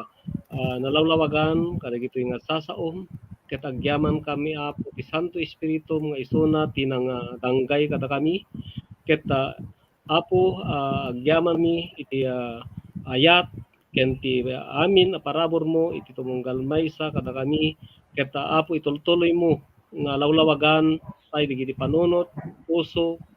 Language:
Iloko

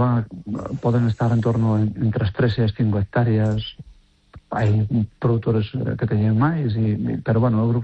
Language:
Galician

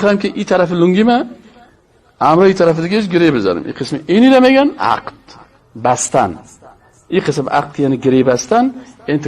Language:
Persian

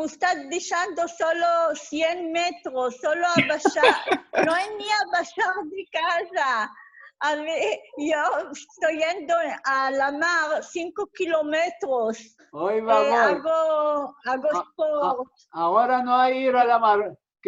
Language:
Ladino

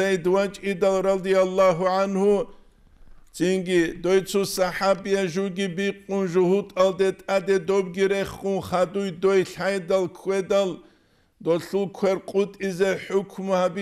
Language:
Avaric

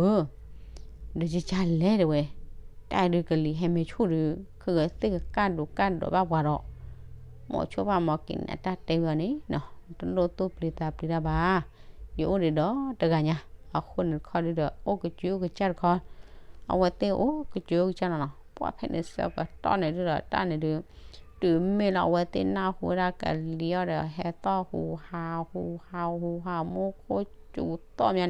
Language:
S'gaw Karen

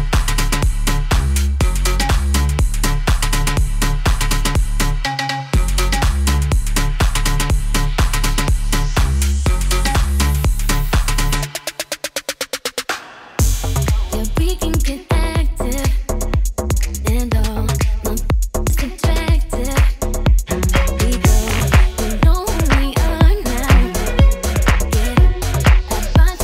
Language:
English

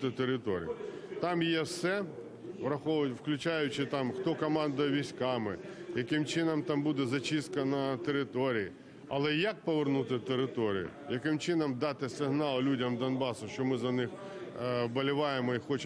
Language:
Ukrainian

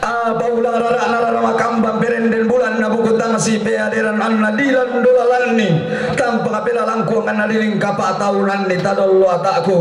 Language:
Toraja-Sa'dan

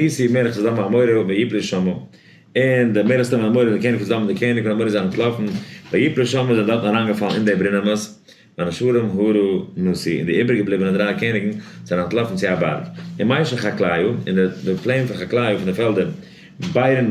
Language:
Yiddish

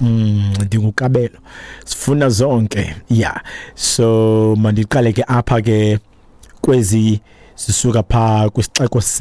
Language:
Xhosa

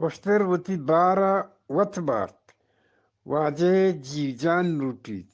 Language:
Eastern Balochi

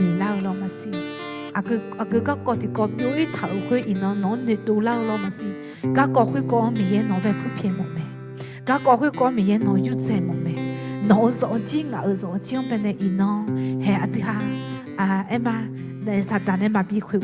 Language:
Akha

